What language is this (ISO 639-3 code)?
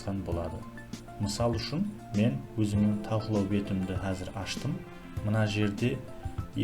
kaa